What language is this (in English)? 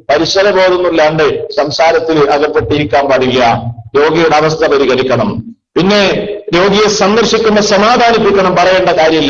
Malayalam